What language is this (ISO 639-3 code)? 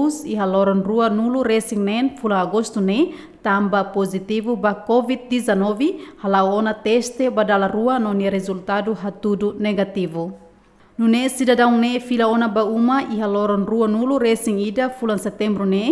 tet